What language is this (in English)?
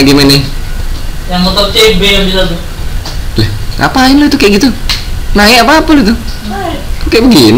Indonesian